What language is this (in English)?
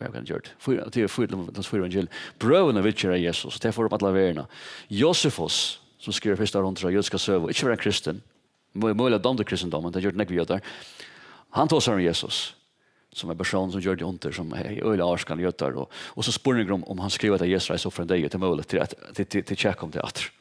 Faroese